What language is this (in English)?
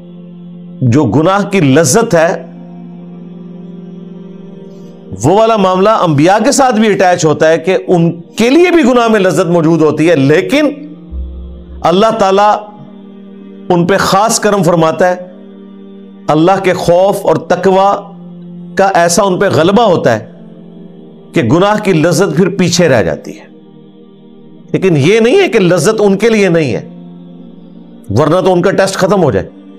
Urdu